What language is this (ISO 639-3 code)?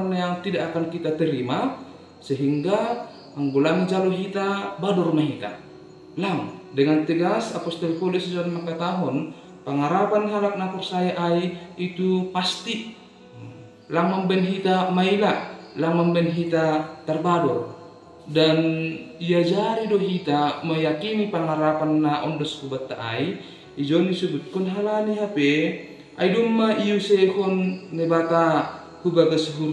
bts